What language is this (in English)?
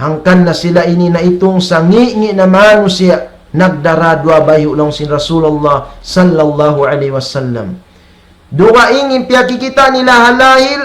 Tausug